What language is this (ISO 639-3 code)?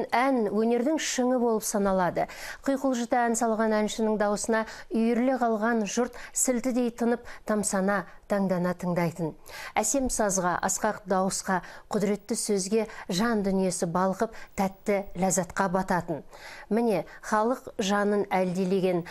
kaz